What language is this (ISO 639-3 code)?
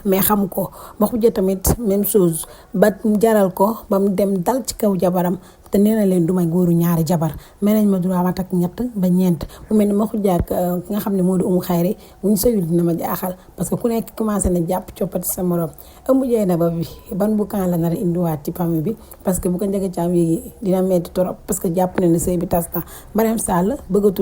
wol